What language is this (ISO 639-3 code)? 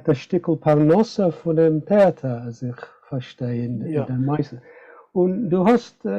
yid